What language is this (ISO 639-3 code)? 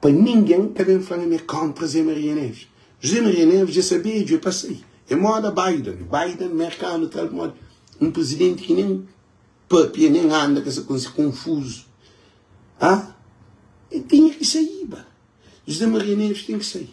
kea